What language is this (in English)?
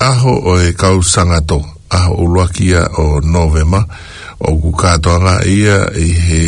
Tongan